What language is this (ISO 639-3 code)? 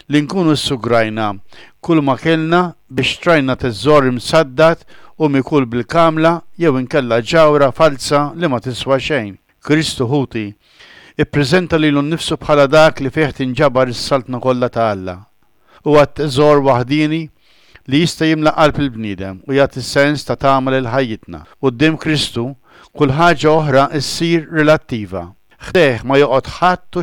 mlt